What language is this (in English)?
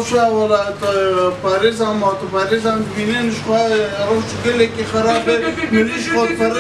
Kurdish